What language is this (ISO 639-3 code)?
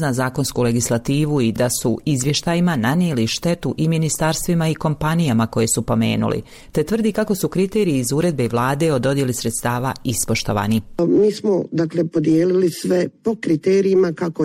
bos